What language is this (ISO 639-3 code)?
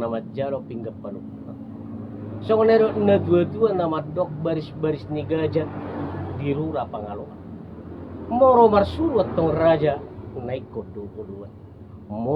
bbc